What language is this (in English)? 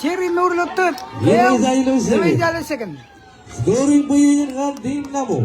Marshallese